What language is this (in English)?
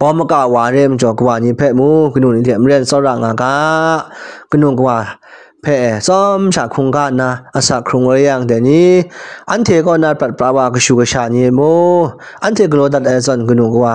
Kachin